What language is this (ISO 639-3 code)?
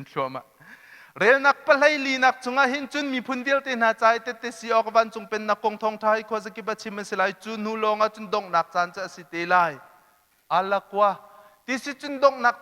cnh